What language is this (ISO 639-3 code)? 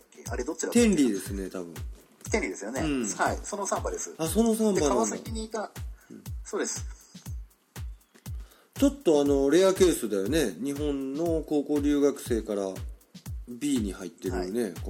jpn